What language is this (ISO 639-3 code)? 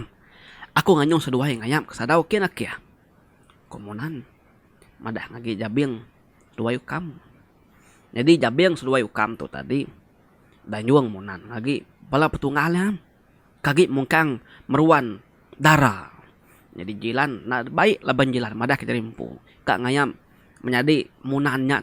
iba